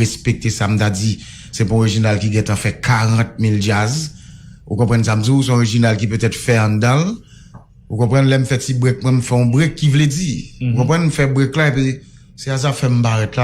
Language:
Haitian Creole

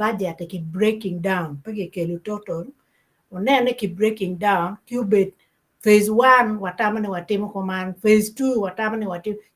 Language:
Acoli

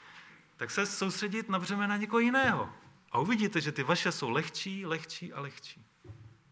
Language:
Czech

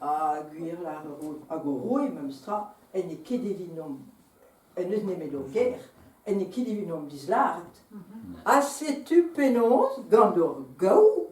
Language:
Breton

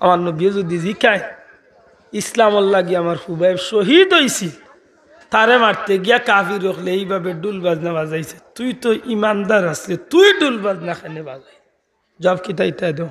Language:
Sylheti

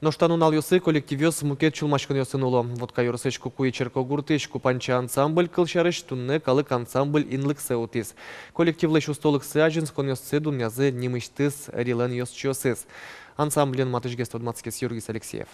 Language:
Udmurt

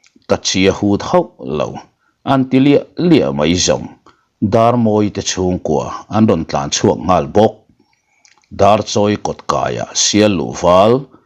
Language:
Mizo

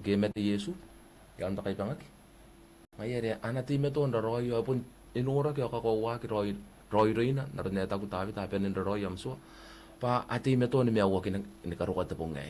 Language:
Gilbertese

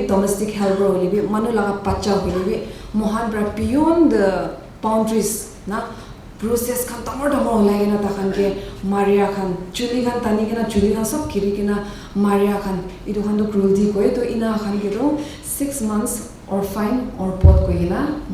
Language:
Naga Pidgin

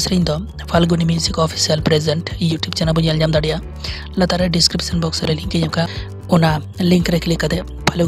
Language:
Santali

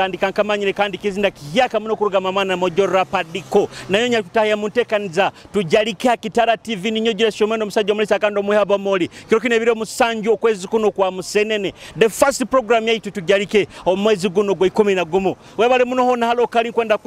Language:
Nyoro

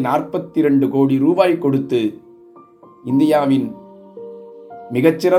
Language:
Tamil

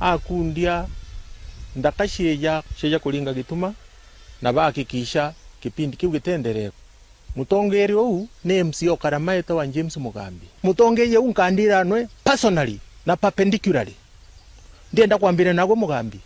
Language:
Meru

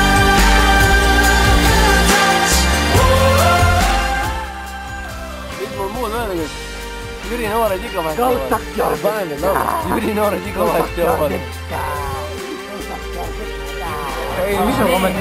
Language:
Estonian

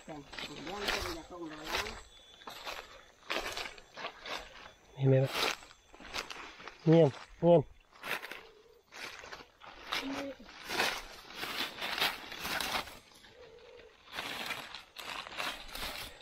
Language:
Malay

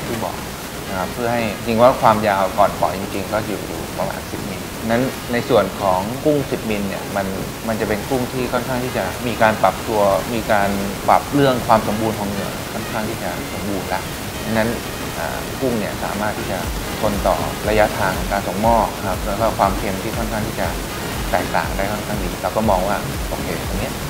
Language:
Thai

